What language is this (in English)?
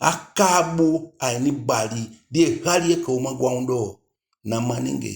Eastern Maroon Creole